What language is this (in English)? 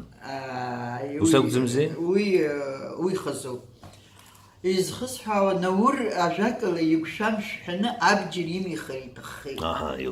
Abkhazian